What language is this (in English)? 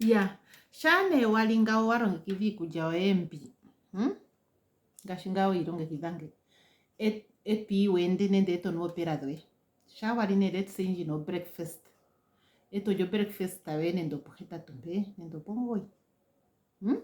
Ndonga